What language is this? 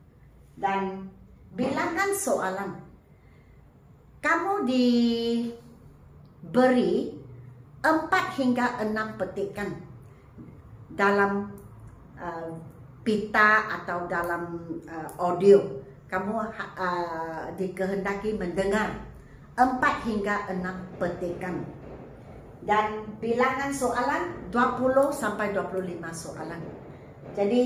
Malay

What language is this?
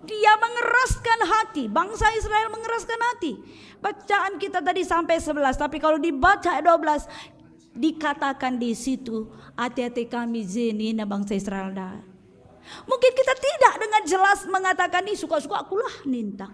Batak Karo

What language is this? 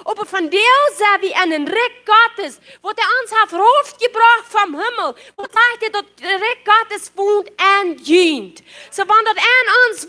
Plautdietsch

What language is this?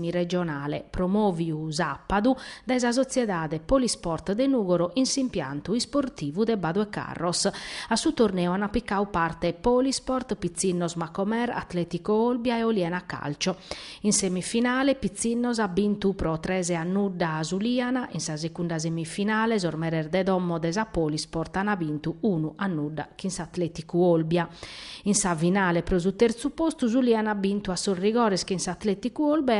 Sardinian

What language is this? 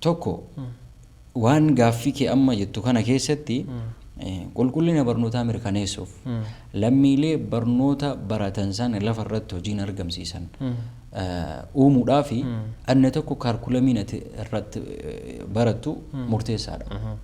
Oromo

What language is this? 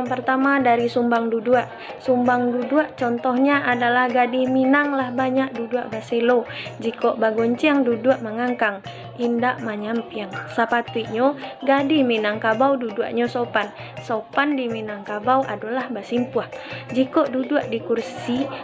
Minangkabau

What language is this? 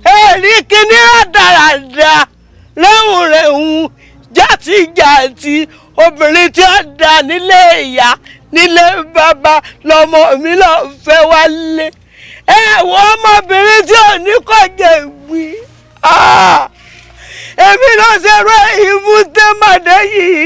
Yoruba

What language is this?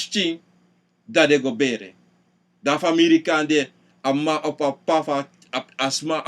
Sranan Tongo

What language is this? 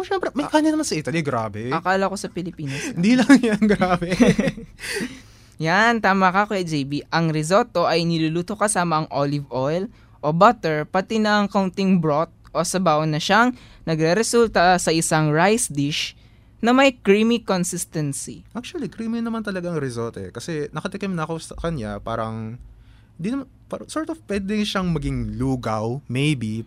Filipino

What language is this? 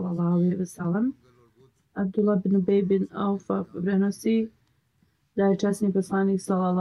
Bosnian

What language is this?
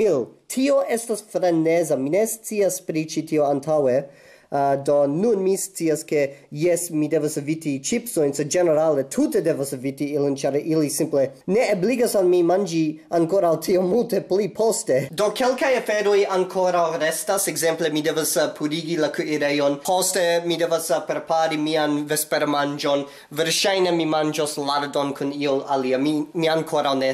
Esperanto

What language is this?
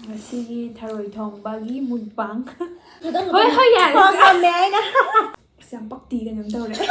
Manipuri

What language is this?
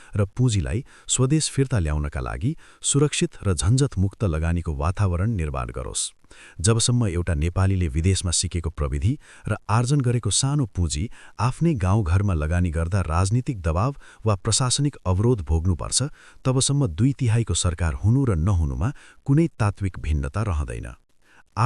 Nepali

